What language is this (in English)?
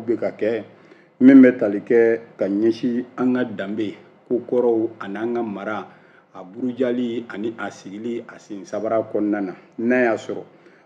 Bambara